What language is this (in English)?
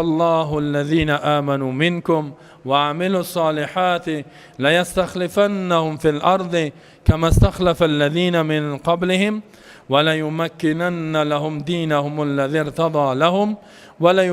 Persian